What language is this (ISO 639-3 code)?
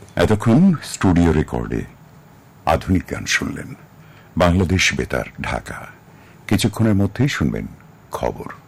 ben